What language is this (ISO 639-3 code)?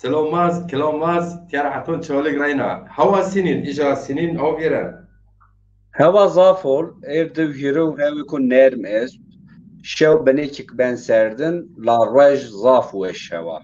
zza